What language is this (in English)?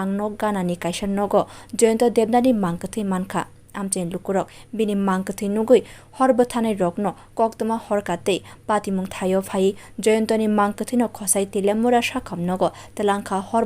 Kok Borok